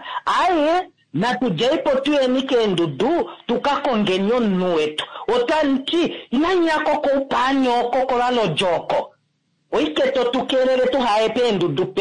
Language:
Kuanyama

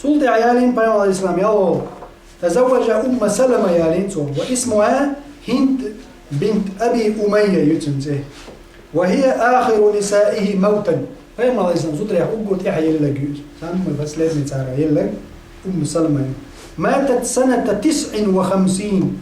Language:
Chechen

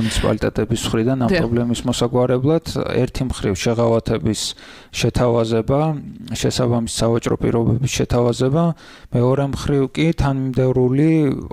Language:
Georgian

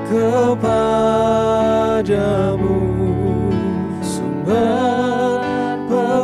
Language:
Indonesian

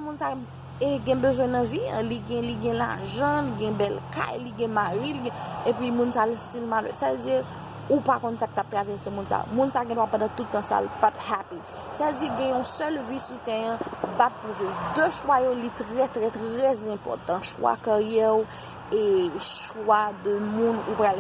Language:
Haitian Creole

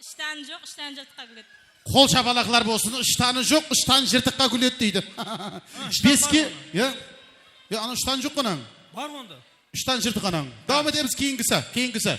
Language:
Kara-Kalpak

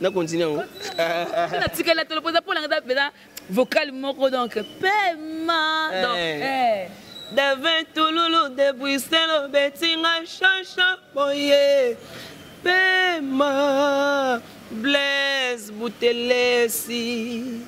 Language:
Lingala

